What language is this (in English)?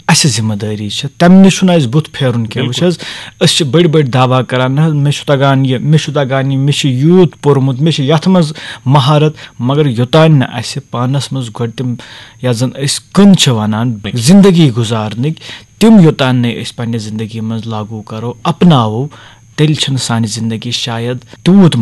Kashmiri